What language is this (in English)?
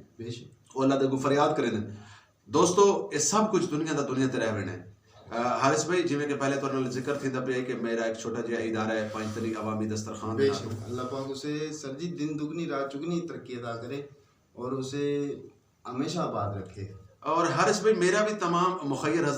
Saraiki